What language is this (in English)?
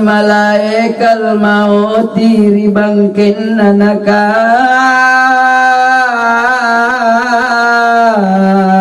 Makasar